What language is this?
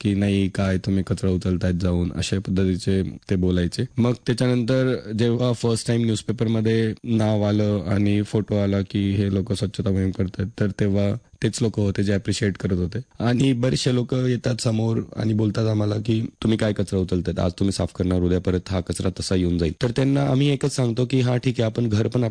Marathi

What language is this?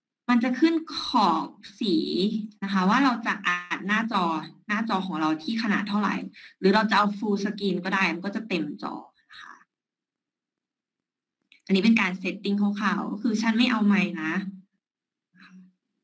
Thai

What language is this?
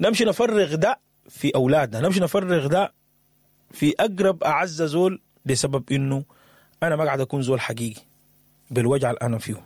Sudanese Arabic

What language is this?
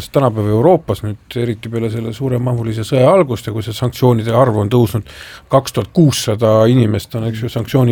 Estonian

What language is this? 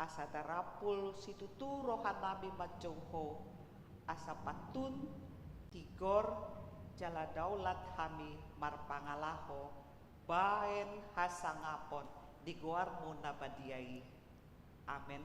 Batak Toba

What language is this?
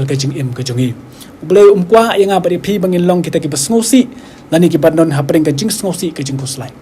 Khasi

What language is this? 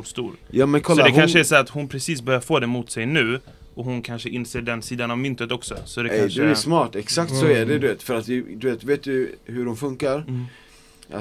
Swedish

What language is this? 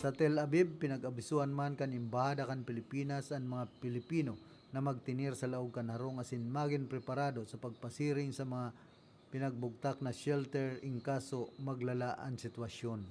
Bikol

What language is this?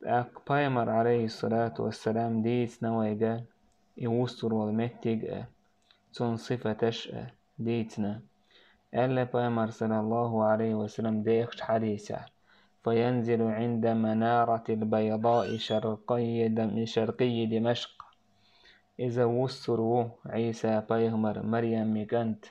Chechen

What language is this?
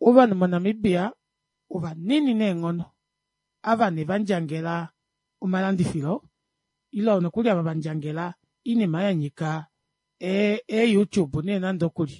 Kuanyama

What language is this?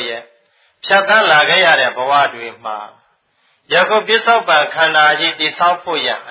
Burmese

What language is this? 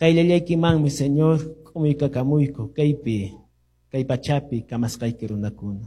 Quechua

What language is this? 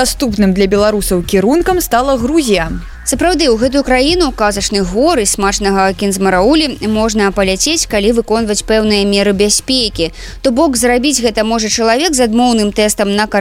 Belarusian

